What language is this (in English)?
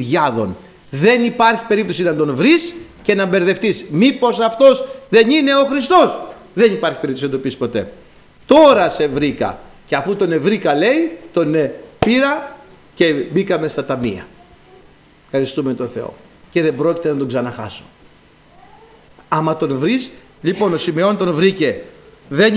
Greek